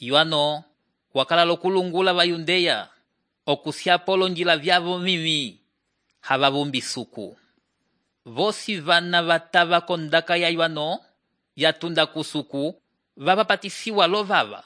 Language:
Umbundu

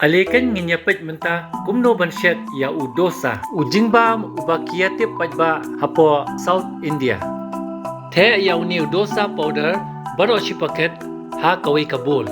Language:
Khasi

